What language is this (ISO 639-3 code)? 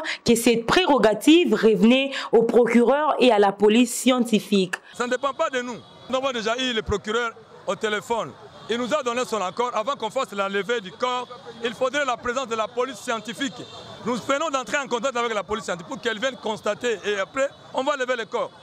fra